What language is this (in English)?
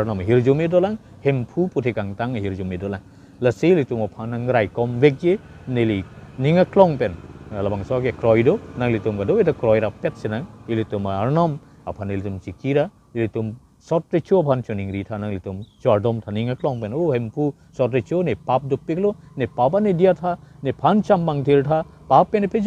Karbi